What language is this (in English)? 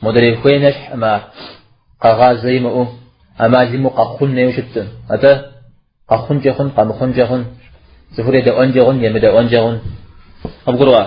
Kabardian